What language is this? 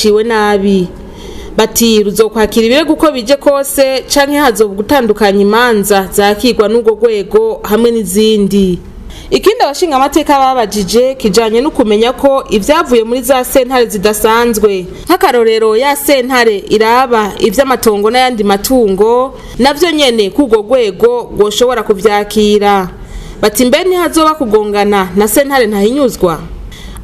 Rundi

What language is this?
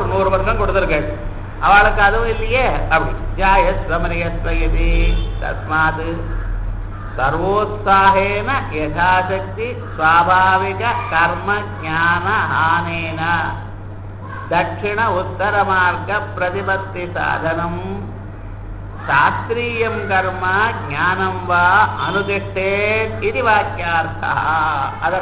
Tamil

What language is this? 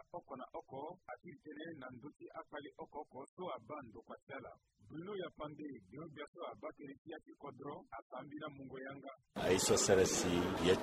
Sango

